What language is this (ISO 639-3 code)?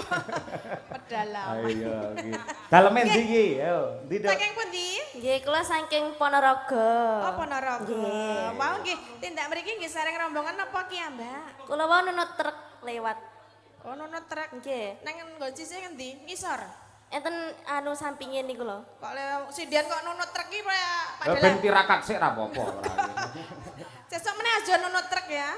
jav